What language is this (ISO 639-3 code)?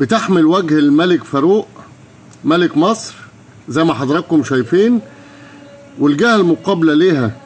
arz